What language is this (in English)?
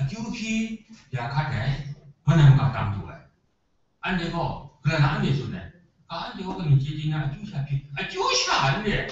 Kachin